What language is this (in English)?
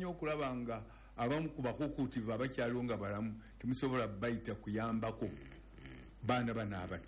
Ganda